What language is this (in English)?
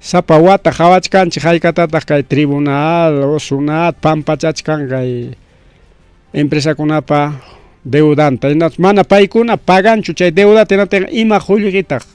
Ayacucho Quechua